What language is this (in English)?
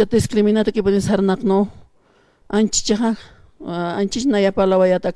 Aymara